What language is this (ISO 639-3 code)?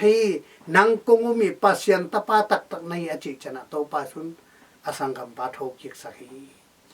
ctd